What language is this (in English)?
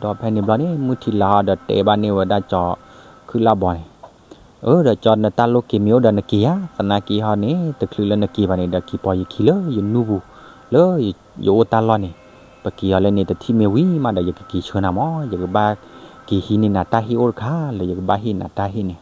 S'gaw Karen